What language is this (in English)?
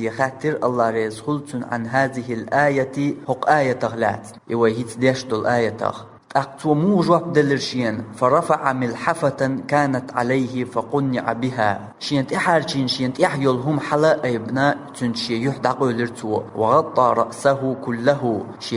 Chechen